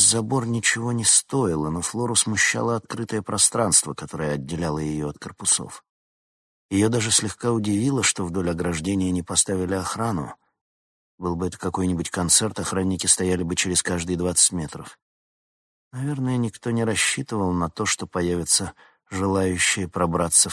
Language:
Russian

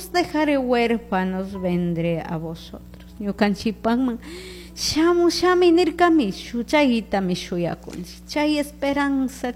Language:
Chimborazo Highland Quichua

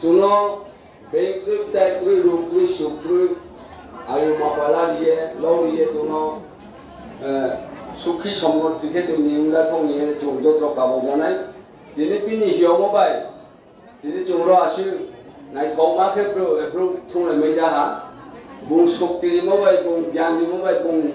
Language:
Riang (India)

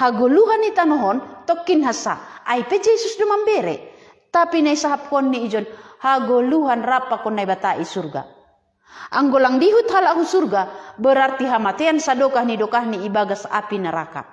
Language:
Batak Simalungun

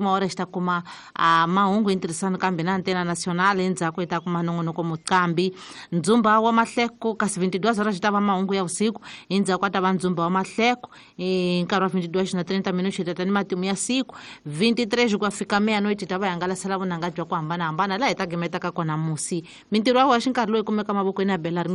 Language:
Tsonga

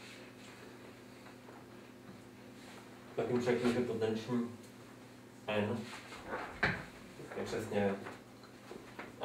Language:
Czech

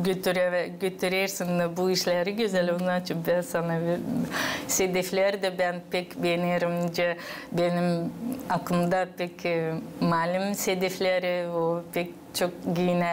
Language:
Gagauz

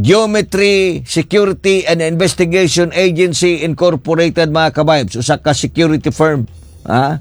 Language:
Cebuano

